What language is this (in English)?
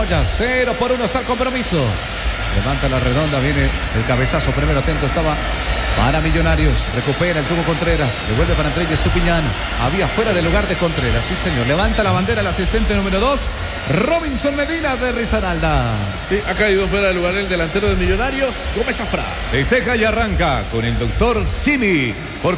Spanish